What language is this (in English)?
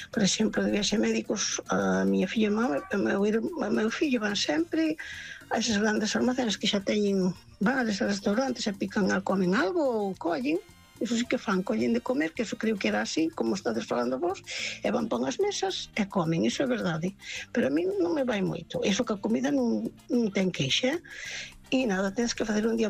Galician